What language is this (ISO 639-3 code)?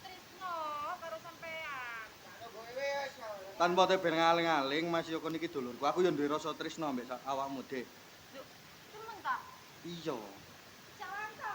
jav